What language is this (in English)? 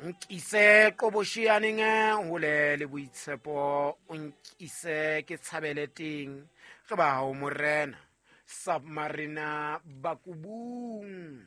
Southern Sotho